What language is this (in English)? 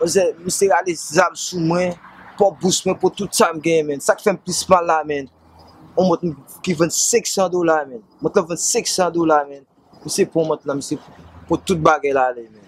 Haitian Creole